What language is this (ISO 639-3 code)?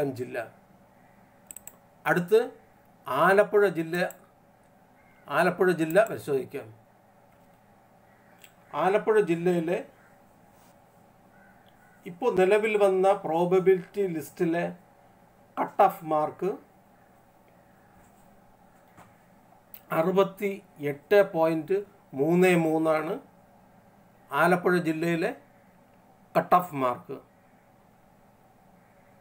mal